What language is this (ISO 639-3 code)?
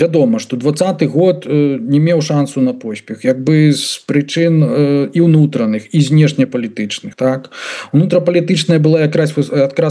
bel